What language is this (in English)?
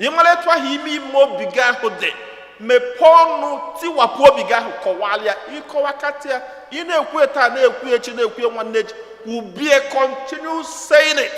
Igbo